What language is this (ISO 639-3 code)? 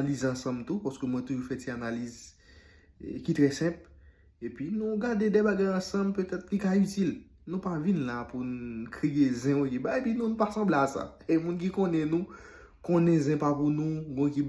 hat